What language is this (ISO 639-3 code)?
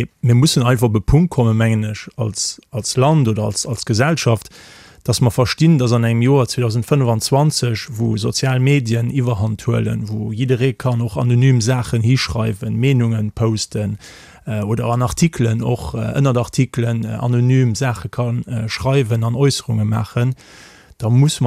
ltz